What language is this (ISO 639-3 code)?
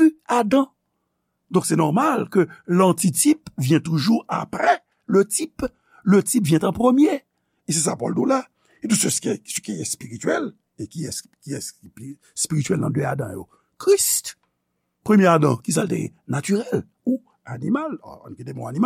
hat